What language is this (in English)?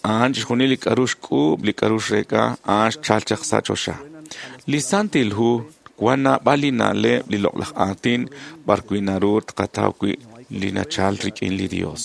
Kekchí